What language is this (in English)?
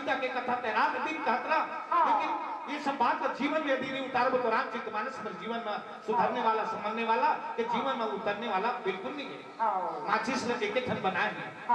Chhattisgarhi